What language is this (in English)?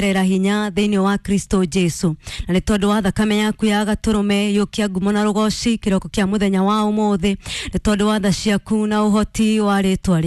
Kikuyu